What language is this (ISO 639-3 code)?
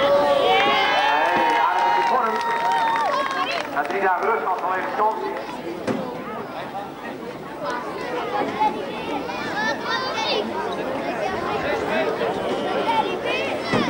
nld